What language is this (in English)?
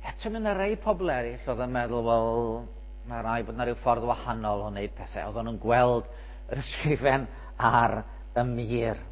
Welsh